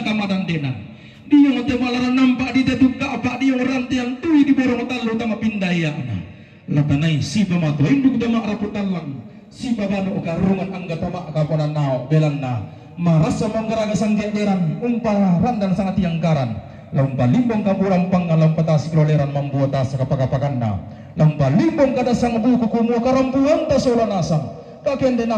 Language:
Toraja-Sa'dan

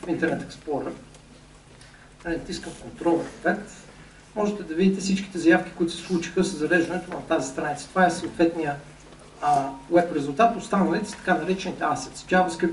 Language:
Bulgarian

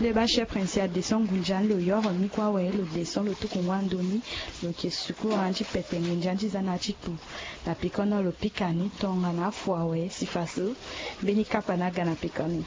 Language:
Sango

